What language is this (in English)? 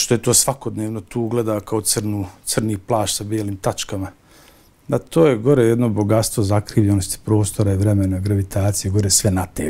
Bosnian